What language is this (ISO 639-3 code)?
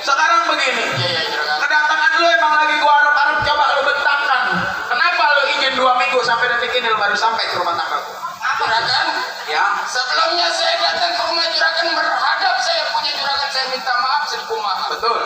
bew